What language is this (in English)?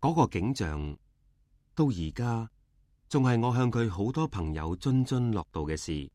Cantonese